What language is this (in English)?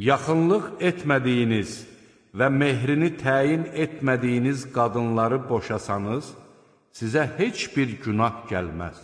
Azerbaijani